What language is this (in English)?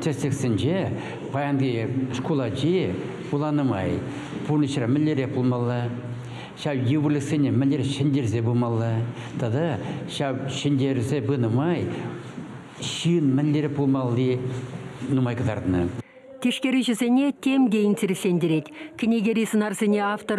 Chuvash